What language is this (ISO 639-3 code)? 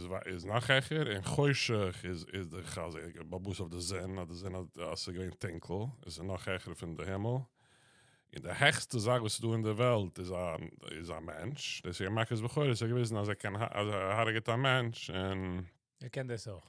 yid